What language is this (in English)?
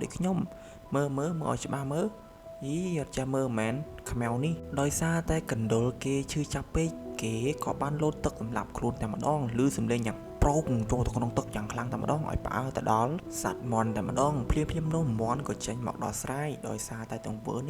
Khmer